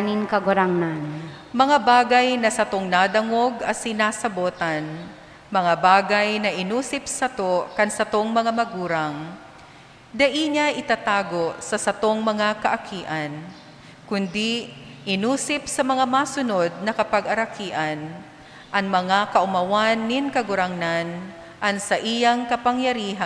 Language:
Bikol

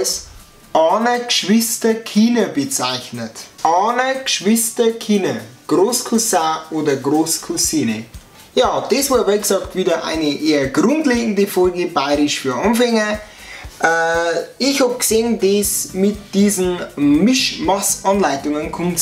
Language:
Bavarian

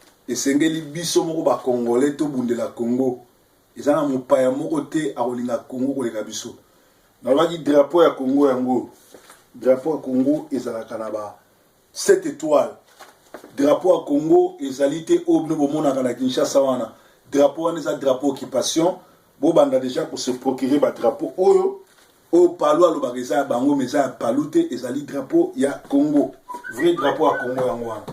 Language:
Lingala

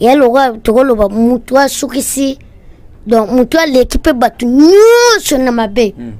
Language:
Lingala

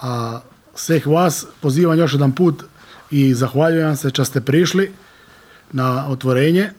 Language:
Croatian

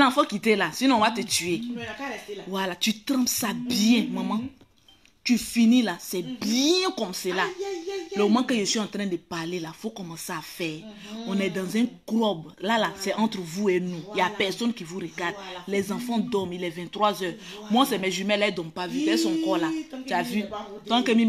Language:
French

